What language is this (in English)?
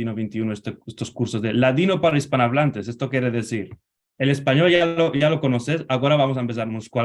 Ladino